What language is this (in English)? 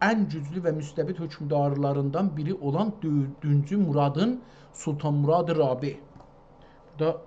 South Azerbaijani